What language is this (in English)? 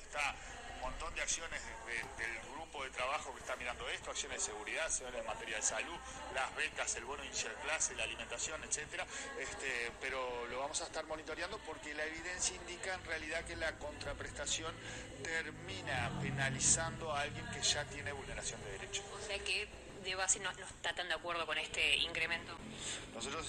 Spanish